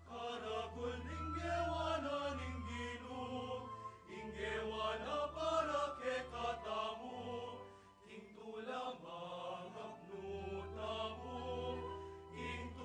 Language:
Pampanga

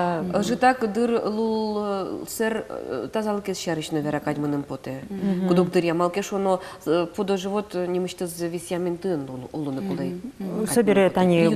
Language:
Udmurt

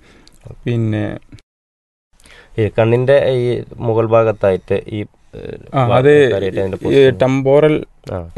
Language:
Malayalam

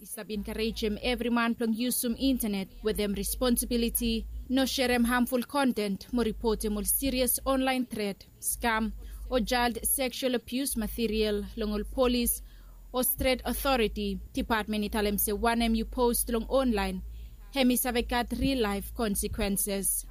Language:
Bislama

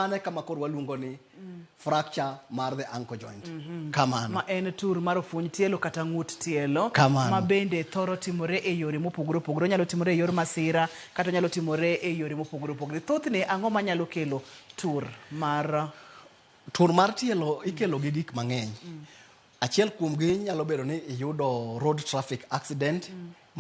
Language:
Luo (Kenya and Tanzania)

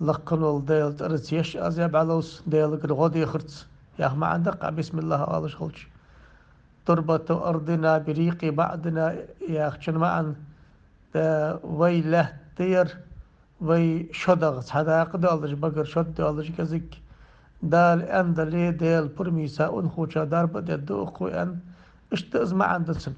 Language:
Ingush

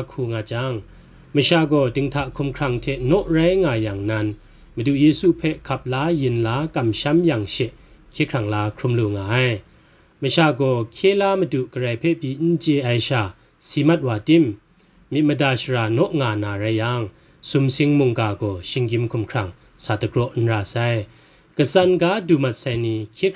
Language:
Kachin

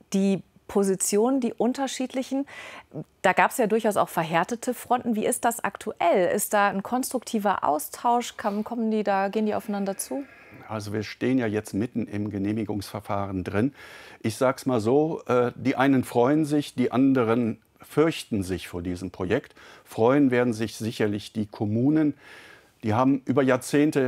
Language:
German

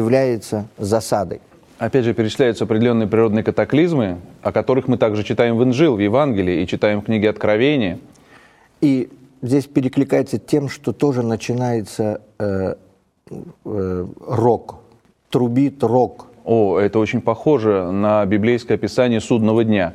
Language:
Russian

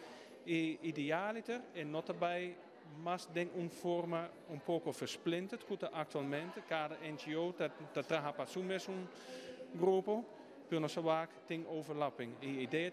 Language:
Papiamento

